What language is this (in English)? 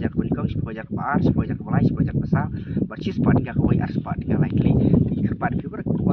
Khasi